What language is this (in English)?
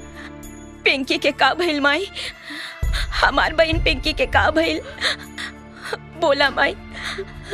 Bhojpuri